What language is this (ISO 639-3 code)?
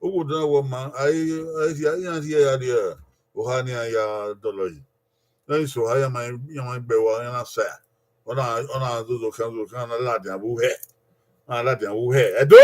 bin